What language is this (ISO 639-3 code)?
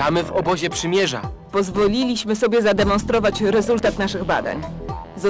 pol